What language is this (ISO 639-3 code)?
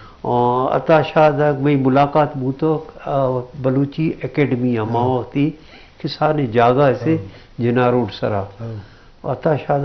bgp